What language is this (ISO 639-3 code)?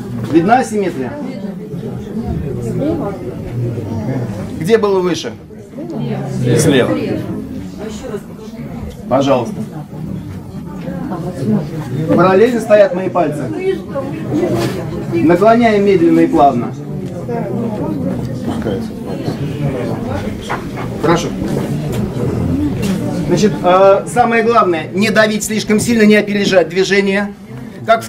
rus